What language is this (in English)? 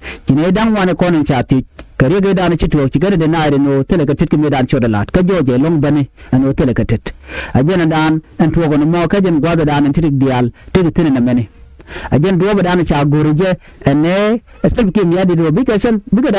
Nuer